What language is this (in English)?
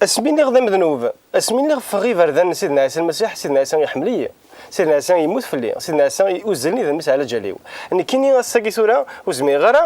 Kabyle